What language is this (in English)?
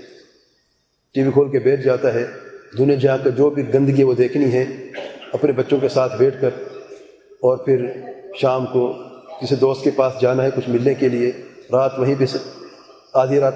Urdu